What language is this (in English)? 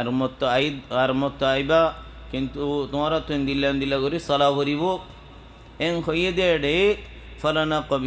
Rohingya